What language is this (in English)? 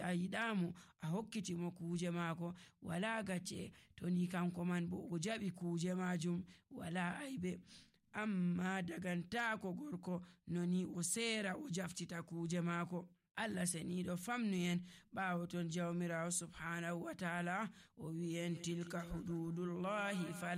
Nigerian Fulfulde